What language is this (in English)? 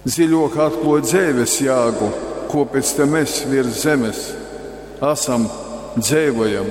Latgalian